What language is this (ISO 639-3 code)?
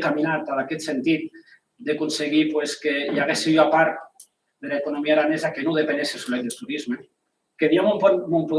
oci